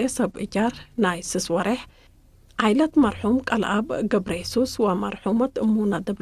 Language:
Tigre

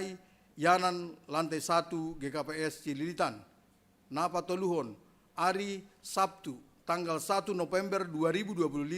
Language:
Batak Simalungun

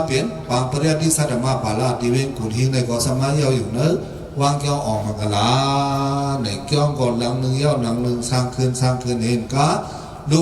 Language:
Shan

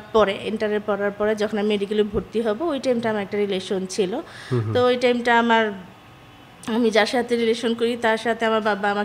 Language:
Bangla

